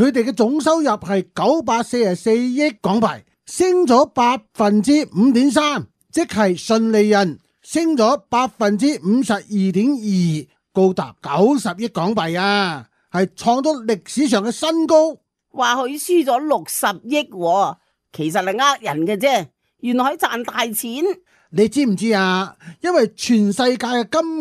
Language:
Cantonese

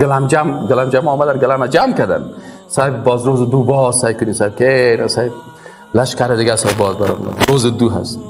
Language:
Persian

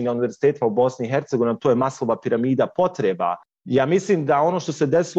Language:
Bosnian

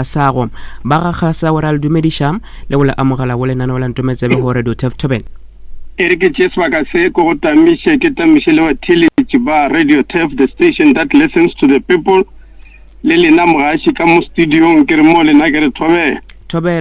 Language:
Northern Sotho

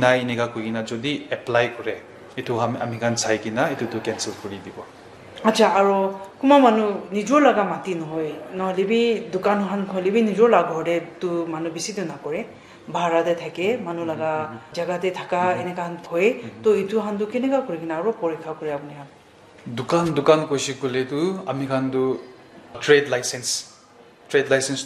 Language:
Naga Pidgin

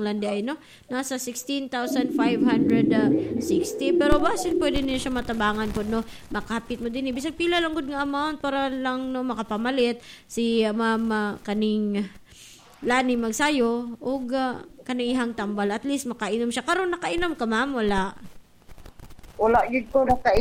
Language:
Cebuano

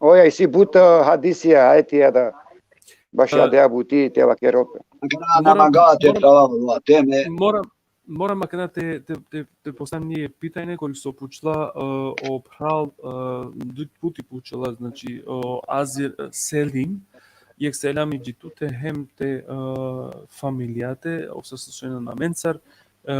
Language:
Balkan Romani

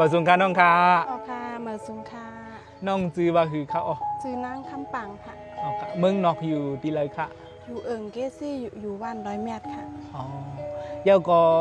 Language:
Shan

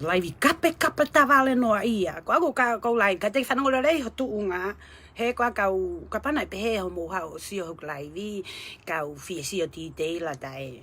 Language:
Tongan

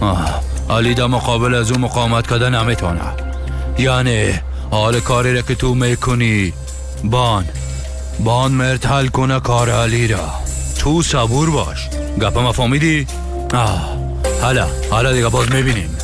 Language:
Persian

